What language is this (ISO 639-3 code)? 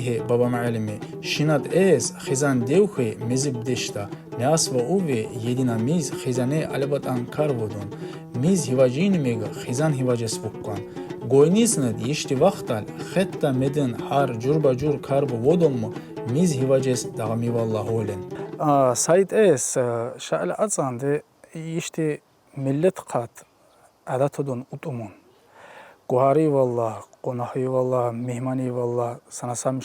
tkr